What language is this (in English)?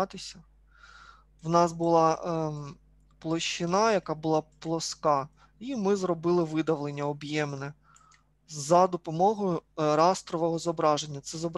Ukrainian